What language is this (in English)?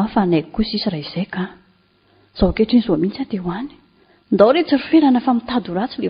Malagasy